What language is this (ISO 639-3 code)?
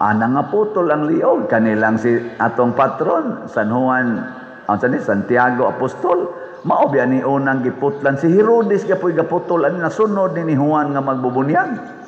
ceb